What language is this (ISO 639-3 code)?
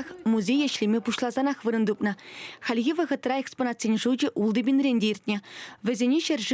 chv